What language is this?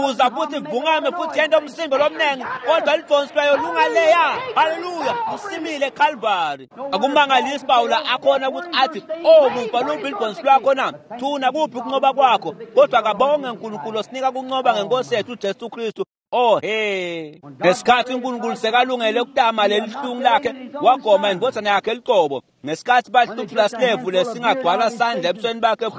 Swati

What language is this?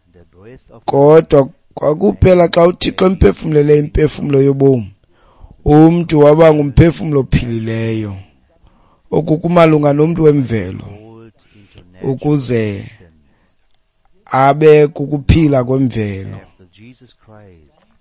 Xhosa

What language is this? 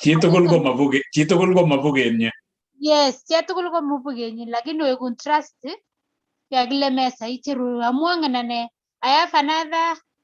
Kalenjin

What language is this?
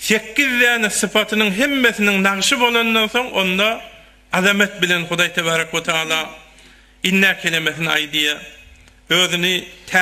Turkmen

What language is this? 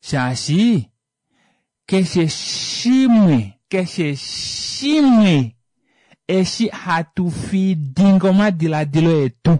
Kuanyama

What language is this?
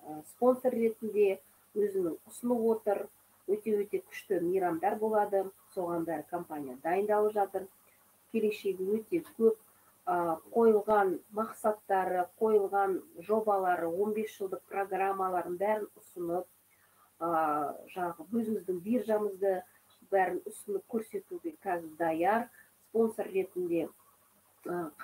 Kazakh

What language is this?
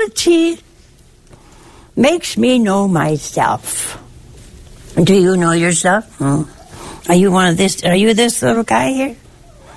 English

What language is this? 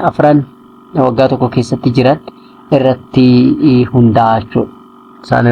Oromo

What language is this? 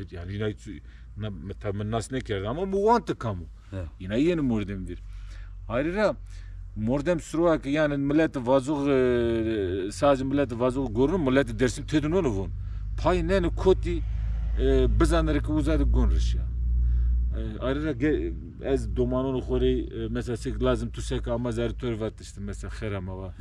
Zaza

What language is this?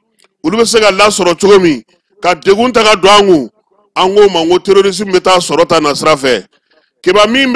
Bambara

